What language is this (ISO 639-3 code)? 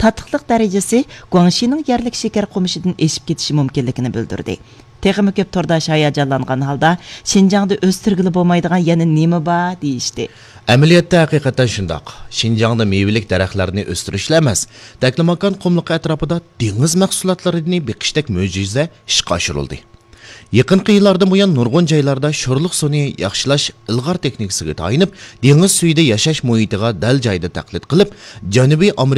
uig